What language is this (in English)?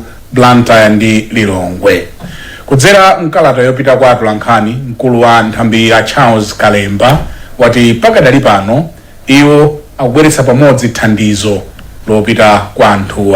Nyanja